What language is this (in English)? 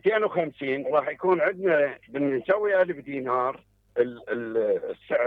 Mesopotamian Arabic